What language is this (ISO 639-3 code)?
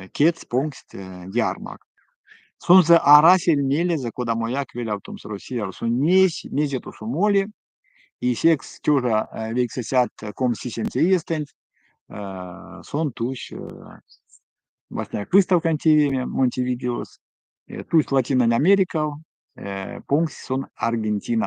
myv